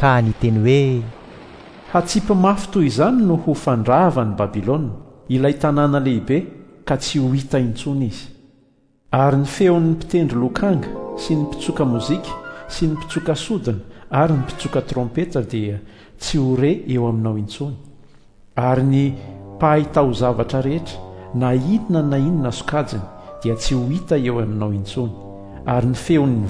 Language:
Malagasy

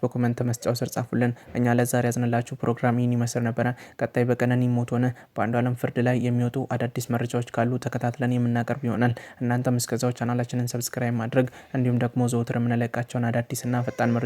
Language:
Amharic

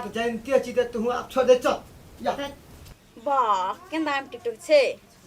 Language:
Maithili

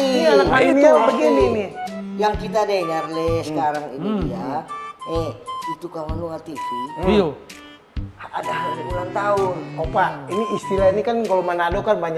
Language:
Manado Malay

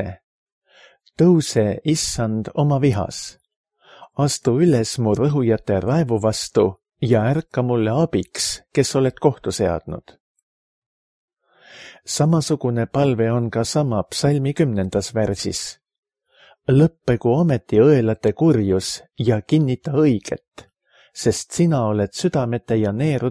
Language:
Estonian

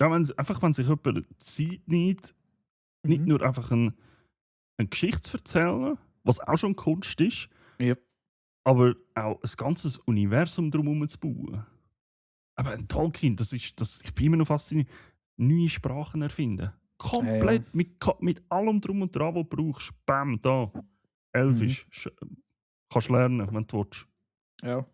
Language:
Swiss German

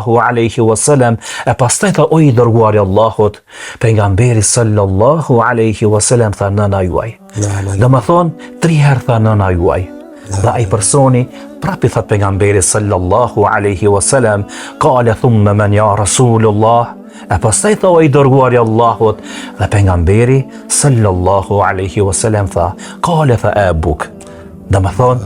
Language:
Albanian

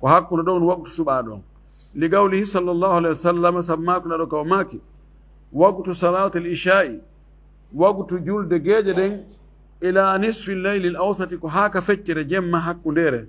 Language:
Fula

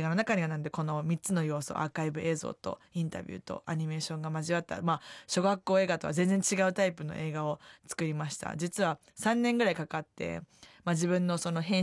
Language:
Japanese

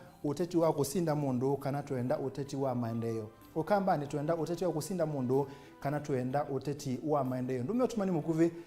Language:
Kamba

